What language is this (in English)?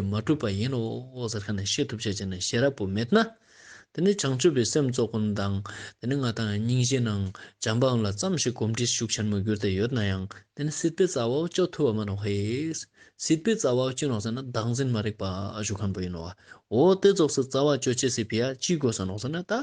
Ladakhi